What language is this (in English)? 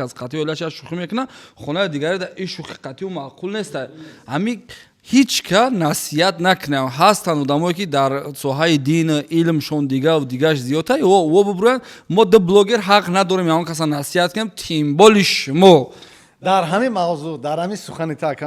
Tajik